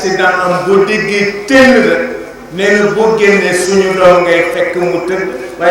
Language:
Wolof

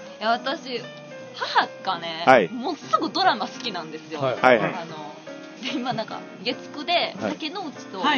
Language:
Japanese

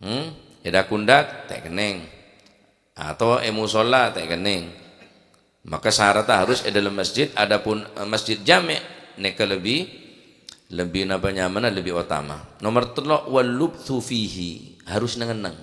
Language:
Madurese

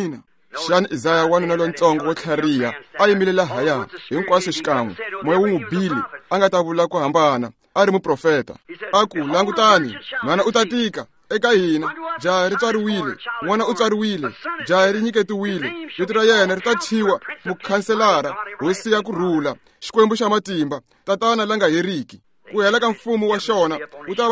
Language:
Tsonga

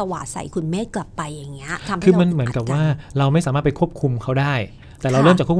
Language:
Thai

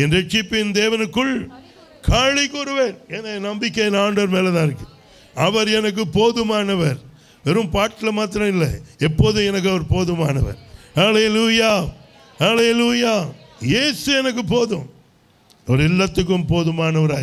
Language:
Tamil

